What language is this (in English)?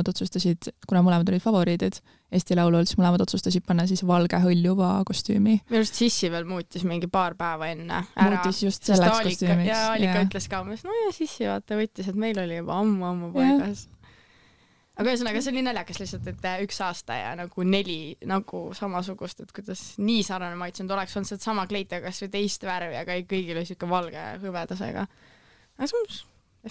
Estonian